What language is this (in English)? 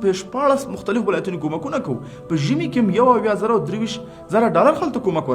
Pashto